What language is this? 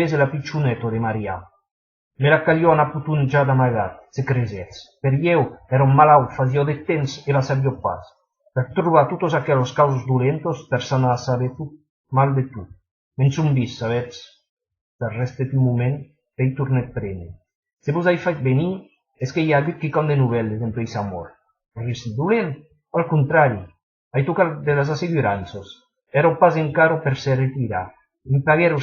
Occitan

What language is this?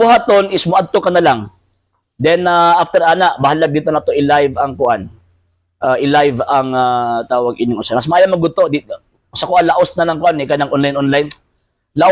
Cebuano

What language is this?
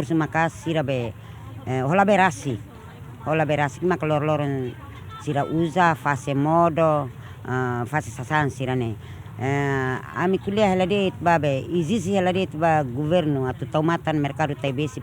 Tetum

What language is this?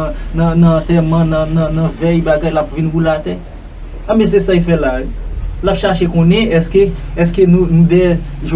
Haitian Creole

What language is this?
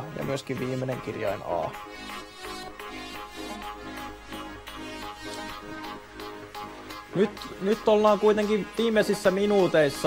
Finnish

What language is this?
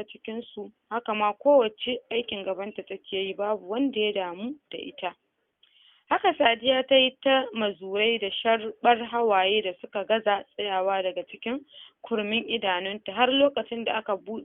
Hausa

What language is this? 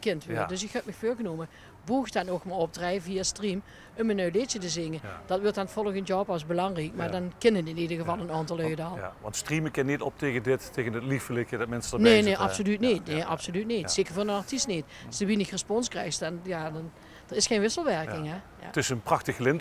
Limburgish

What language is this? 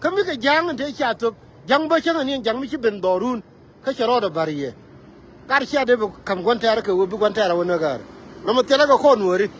Nuer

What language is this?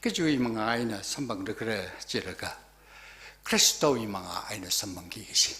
Tangkhul Naga (India)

